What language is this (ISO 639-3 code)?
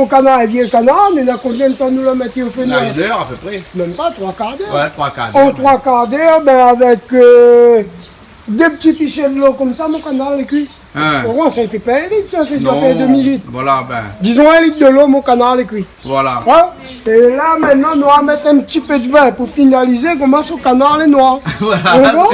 rcf